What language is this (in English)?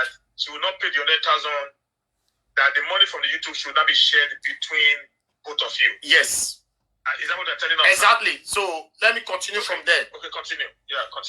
Nigerian Pidgin